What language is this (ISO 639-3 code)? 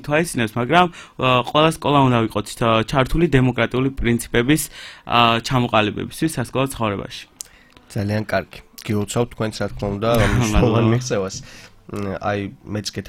kat